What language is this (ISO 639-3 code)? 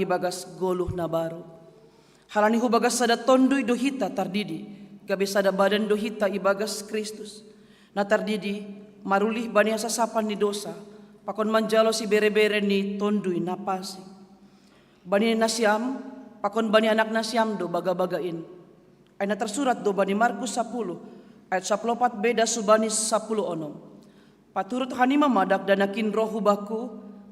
bts